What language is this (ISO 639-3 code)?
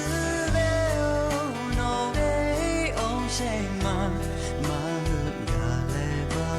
lhu